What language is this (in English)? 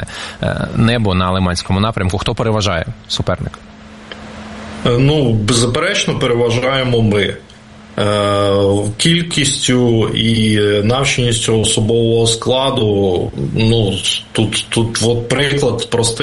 Ukrainian